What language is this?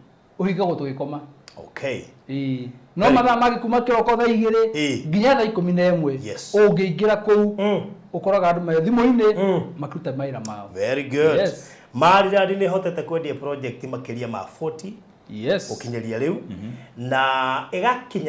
Kikuyu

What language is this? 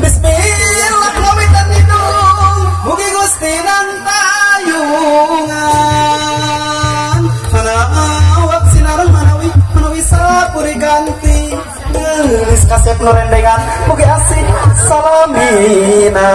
Sundanese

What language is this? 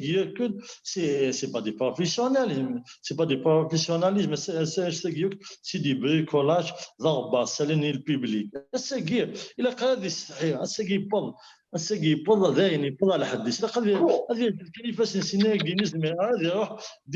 Kabyle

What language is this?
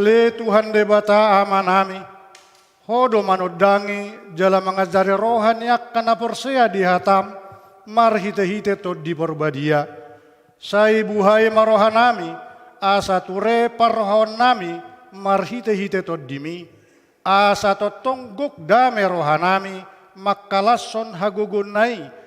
Batak Toba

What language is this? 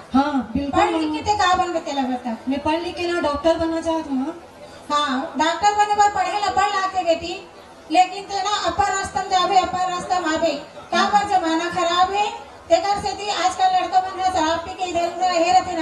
Chhattisgarhi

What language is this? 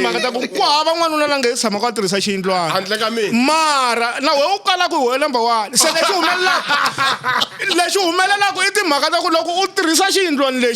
Tsonga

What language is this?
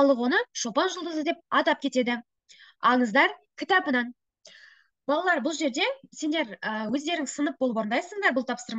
Kazakh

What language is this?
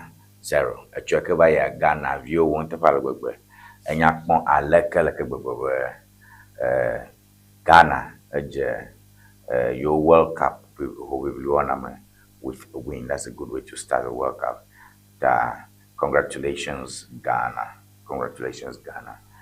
Ewe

